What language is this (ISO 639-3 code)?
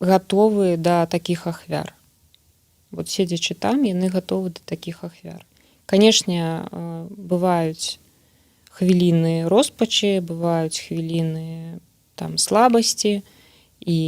bel